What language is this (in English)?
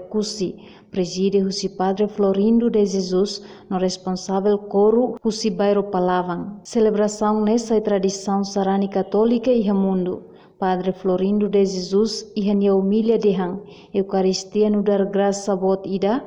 Tetum